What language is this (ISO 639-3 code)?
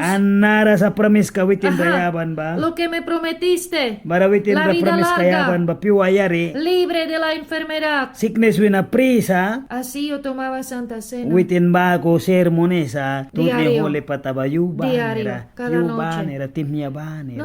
miq